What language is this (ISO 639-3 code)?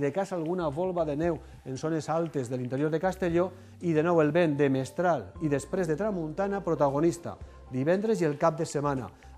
cat